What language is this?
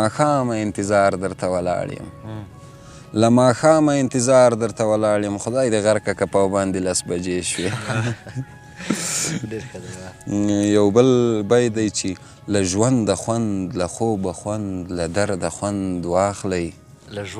Pashto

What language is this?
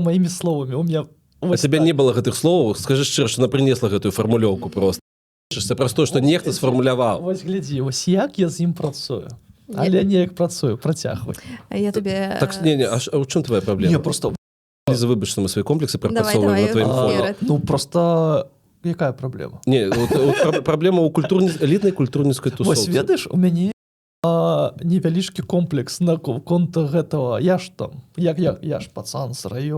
Belarusian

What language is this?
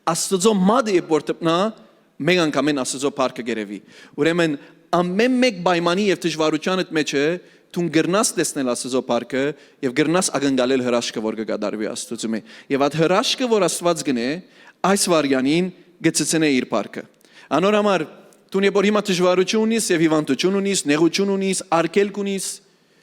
Western Armenian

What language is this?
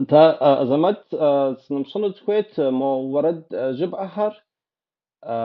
Kabardian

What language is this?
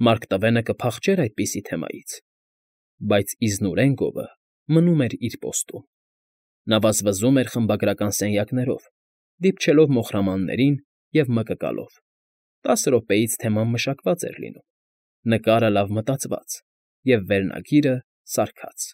Armenian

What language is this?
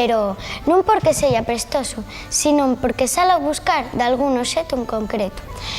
Asturian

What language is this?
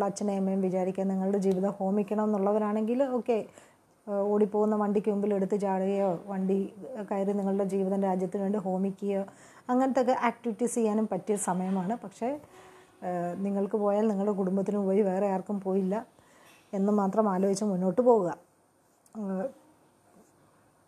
Malayalam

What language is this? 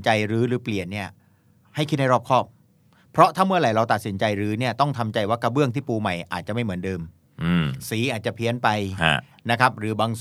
Thai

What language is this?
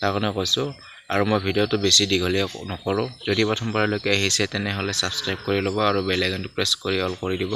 Assamese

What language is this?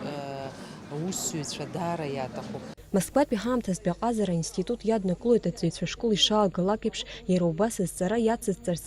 Abkhazian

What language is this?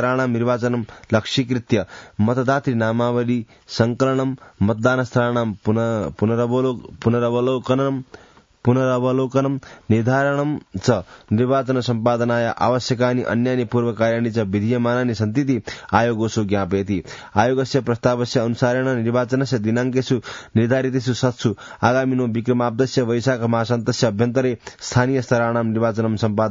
Sanskrit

